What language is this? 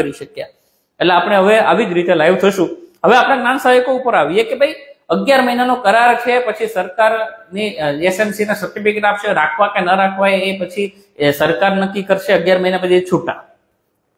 Gujarati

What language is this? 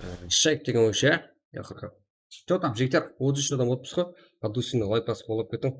Kara-Kalpak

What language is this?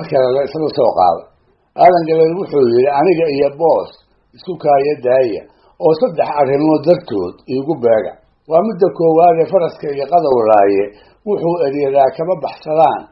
Somali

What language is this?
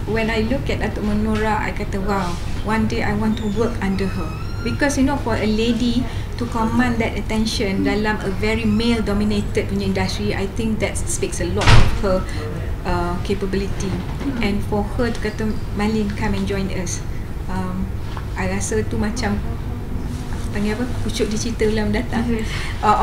Malay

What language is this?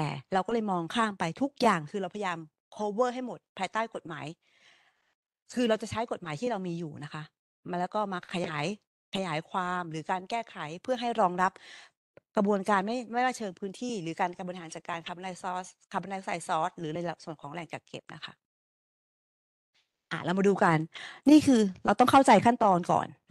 Thai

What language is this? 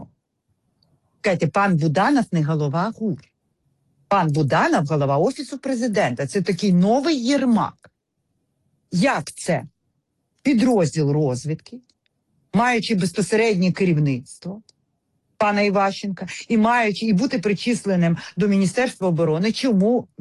Ukrainian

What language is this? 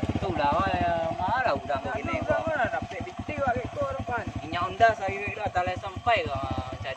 Minangkabau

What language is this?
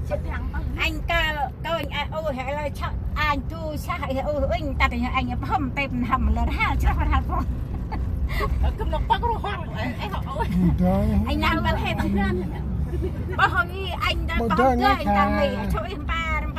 Central Mnong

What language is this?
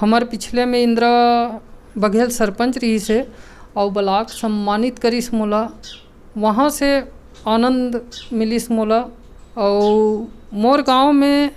Chhattisgarhi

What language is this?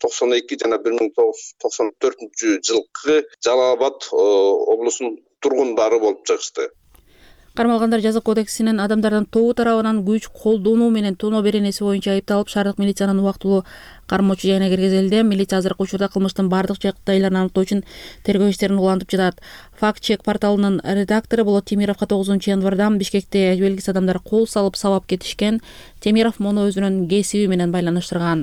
Kyrgyz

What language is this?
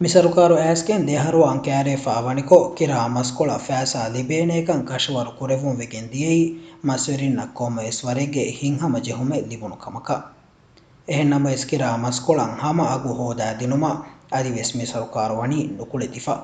Divehi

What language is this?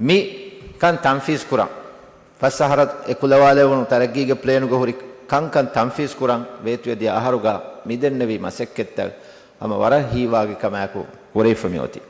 Divehi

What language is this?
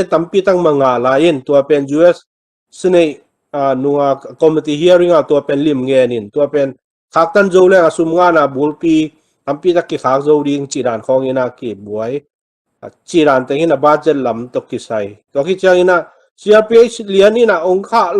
Tedim Chin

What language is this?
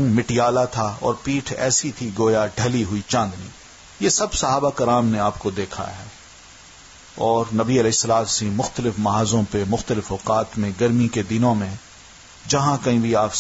Urdu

